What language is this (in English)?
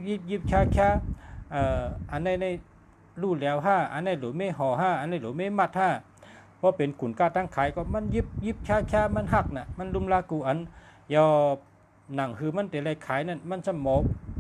Shan